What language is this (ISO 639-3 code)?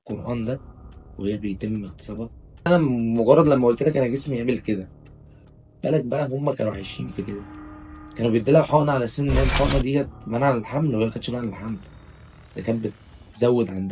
arz